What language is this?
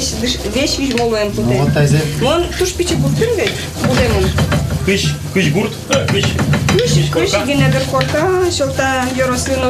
Udmurt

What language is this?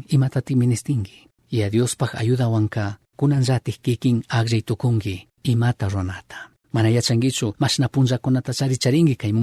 Chimborazo Highland Quichua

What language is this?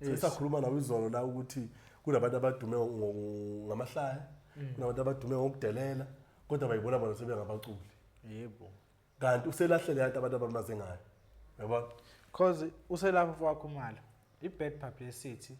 Zulu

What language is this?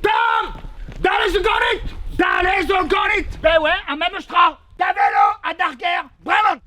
Breton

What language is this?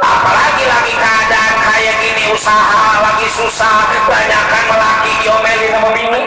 Betawi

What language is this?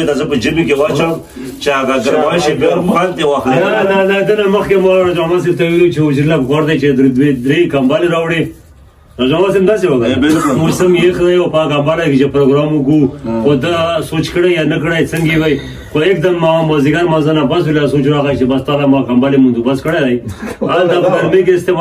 Pashto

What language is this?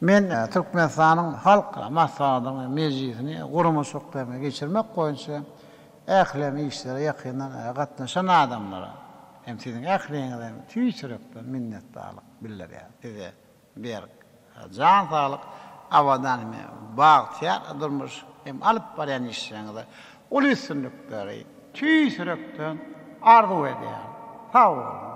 Turkmen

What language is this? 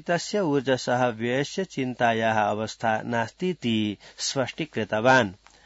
Sanskrit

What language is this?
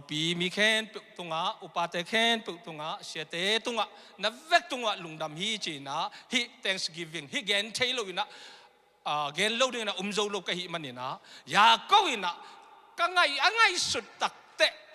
Tedim Chin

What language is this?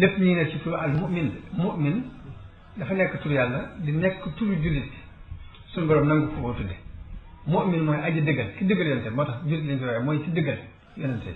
Wolof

